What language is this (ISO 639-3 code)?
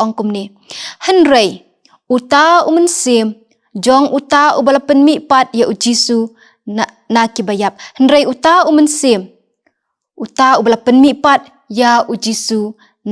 kha